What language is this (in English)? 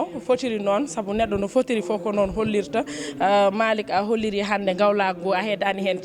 Fula